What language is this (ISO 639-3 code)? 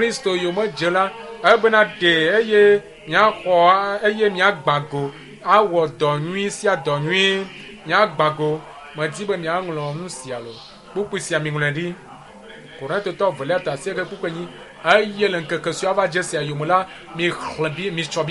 ewe